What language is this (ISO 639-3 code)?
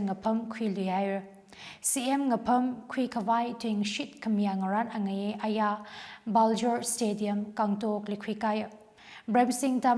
nmf